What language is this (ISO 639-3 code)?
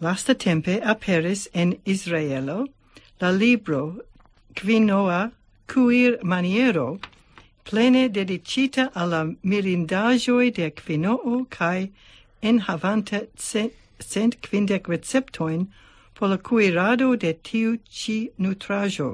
epo